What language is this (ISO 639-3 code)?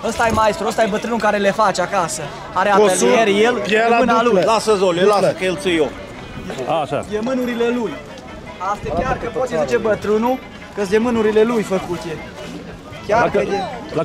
ron